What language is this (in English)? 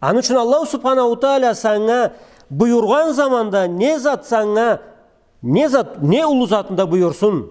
Karachay-Balkar